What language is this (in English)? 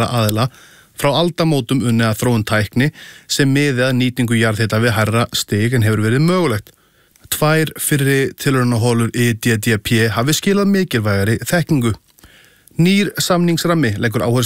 Icelandic